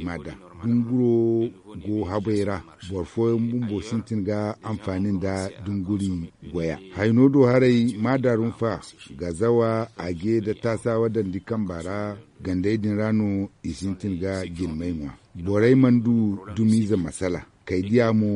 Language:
Zarma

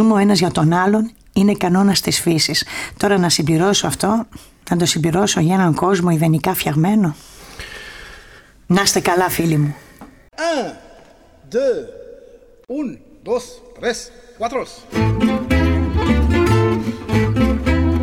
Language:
Greek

